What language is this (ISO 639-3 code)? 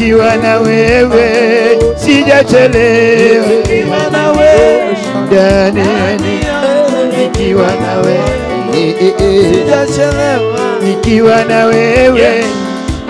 swa